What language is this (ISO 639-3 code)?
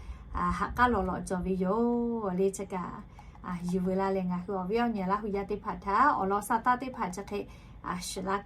lhu